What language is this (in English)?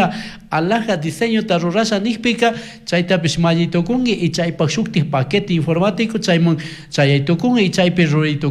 Chimborazo Highland Quichua